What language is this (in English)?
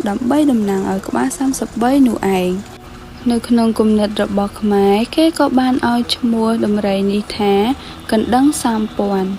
Khmer